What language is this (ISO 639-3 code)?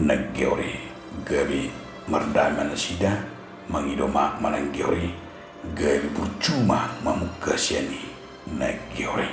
bbc